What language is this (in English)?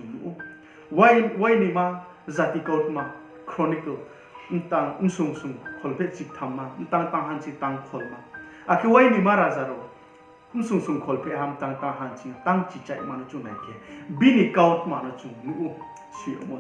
Riang (India)